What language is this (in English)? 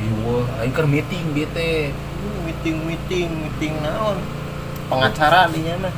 Sundanese